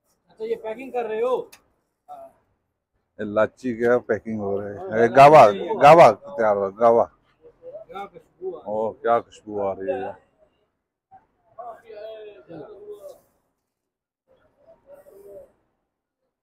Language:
Hindi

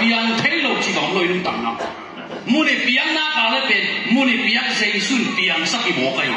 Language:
Tedim Chin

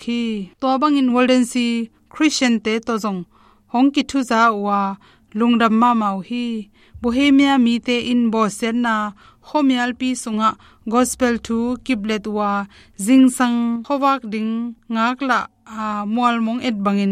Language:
Tedim Chin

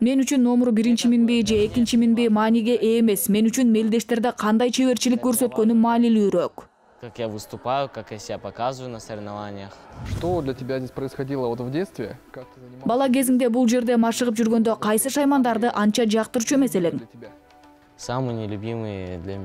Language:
Kyrgyz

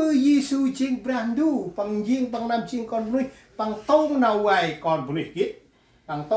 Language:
Central Mnong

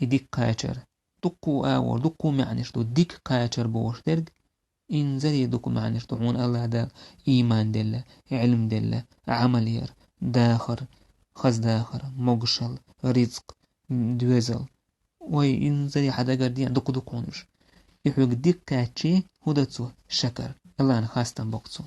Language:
Chechen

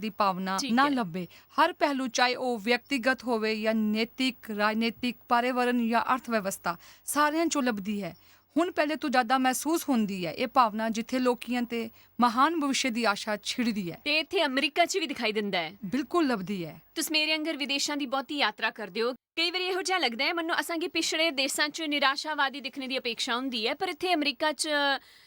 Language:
Dogri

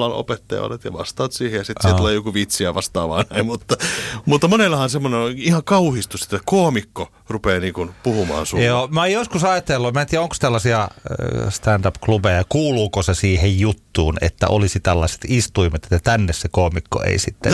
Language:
Finnish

